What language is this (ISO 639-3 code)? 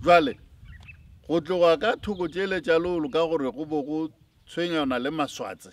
nso